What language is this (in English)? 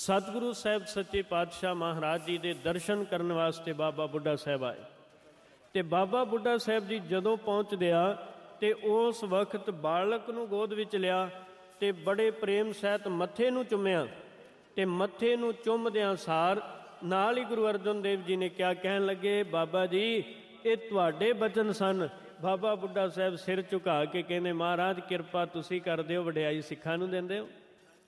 Punjabi